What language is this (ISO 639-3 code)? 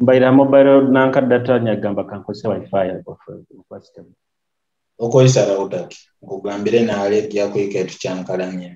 nyo